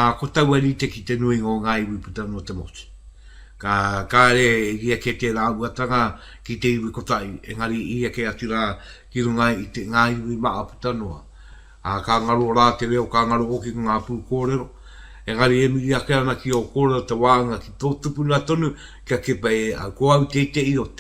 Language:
Māori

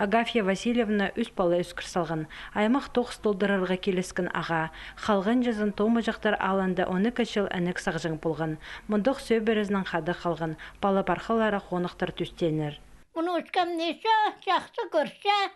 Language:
Khakas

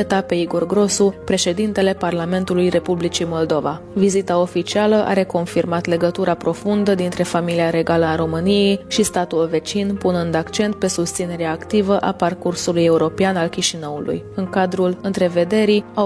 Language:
Romanian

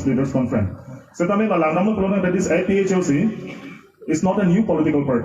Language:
Karbi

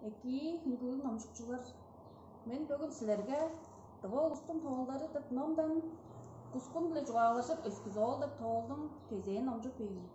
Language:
Tuvinian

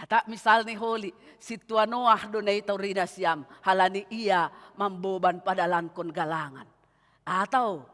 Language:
Batak Simalungun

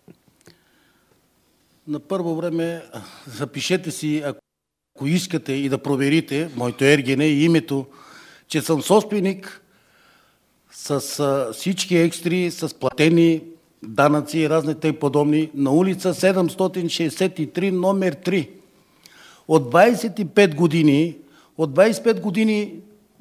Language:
Bulgarian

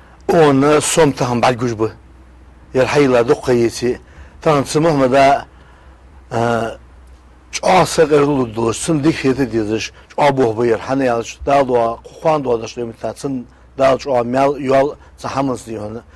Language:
Ingush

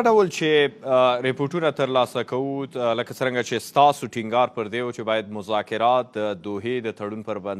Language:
Pashto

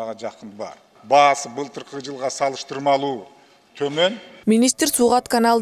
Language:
Kyrgyz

